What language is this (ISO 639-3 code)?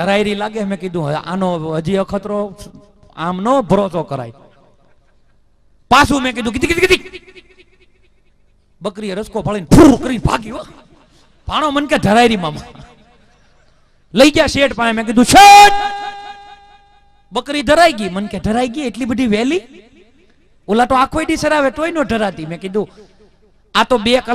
guj